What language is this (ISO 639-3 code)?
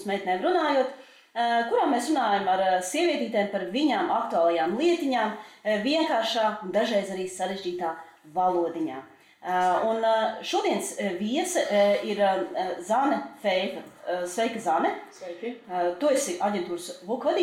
lav